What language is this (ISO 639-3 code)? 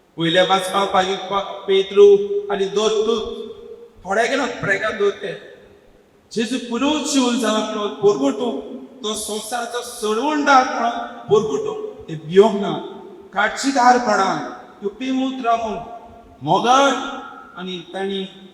kok